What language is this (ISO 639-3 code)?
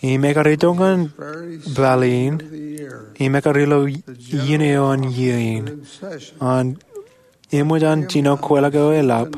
mah